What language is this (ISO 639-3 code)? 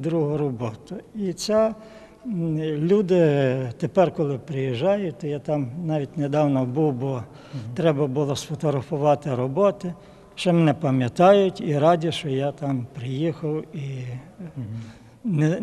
ukr